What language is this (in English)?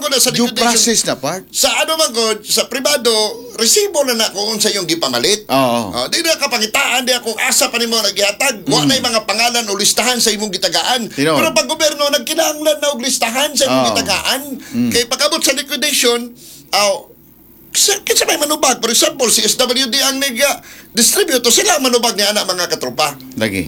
Cebuano